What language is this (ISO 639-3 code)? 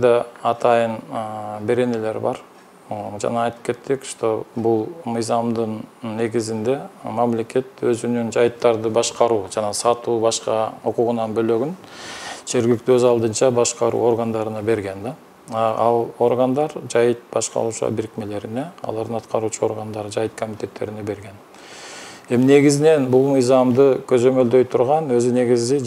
kir